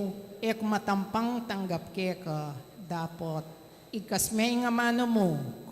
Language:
Pampanga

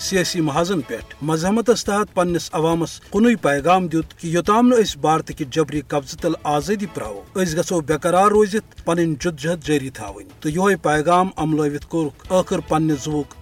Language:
Kashmiri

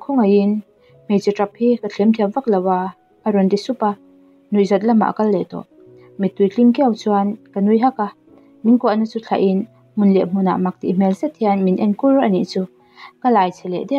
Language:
Mizo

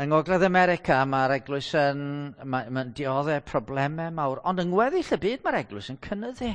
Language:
Welsh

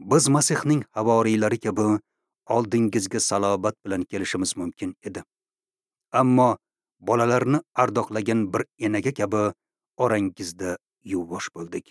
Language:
Uzbek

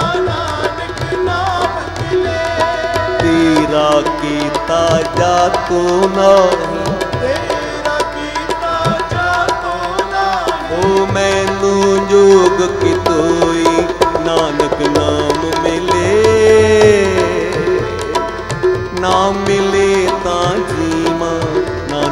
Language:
Punjabi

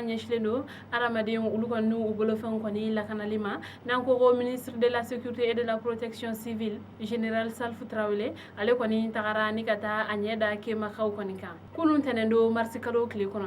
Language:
Bambara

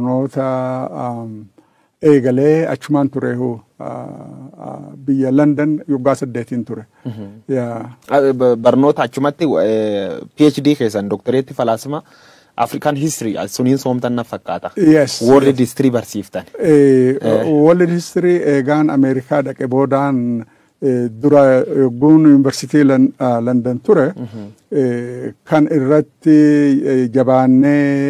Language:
Oromo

